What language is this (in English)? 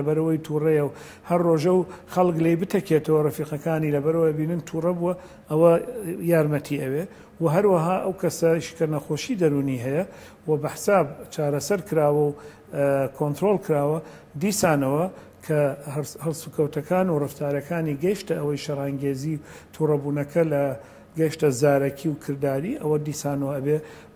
Central Kurdish